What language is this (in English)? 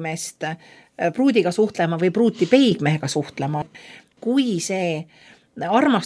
Estonian